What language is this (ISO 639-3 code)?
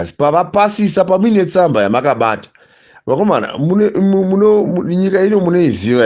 sna